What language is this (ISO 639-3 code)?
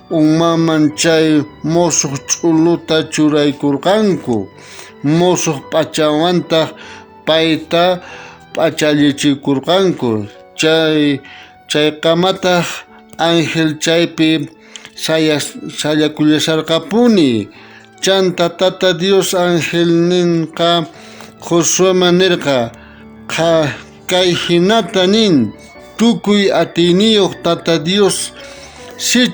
quh